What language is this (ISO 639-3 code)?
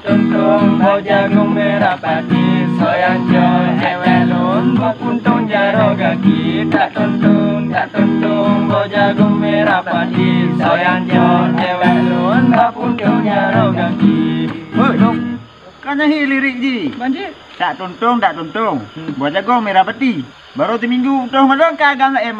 ace